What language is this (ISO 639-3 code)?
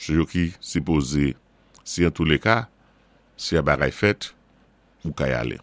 acf